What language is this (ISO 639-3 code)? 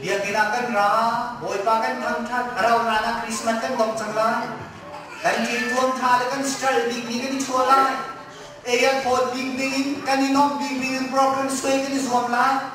cnh